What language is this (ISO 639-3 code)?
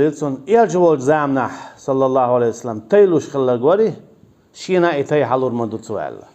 che